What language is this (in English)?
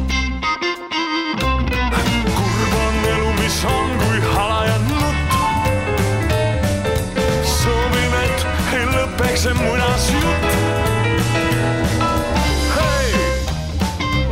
Estonian